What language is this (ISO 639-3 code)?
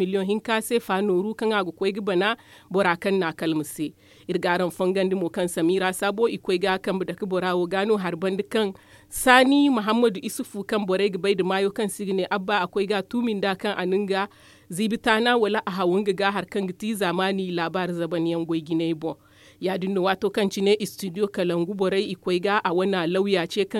dje